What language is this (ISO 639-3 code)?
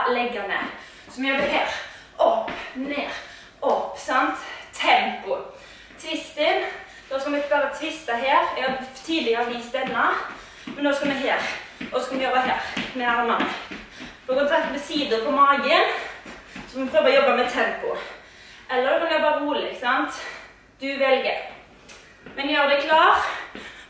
nor